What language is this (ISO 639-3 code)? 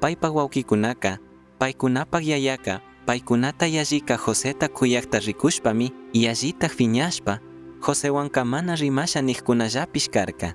qug